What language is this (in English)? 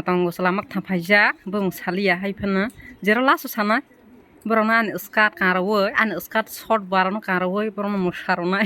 Kok Borok